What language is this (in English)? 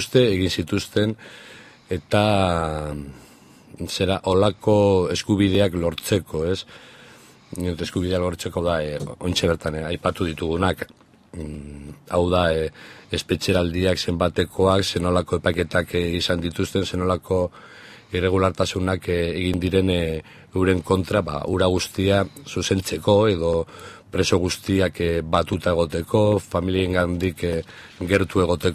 Basque